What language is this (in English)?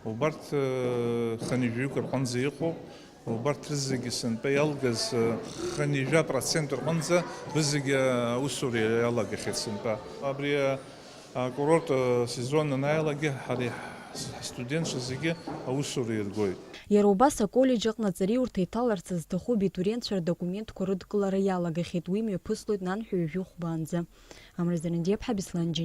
Abkhazian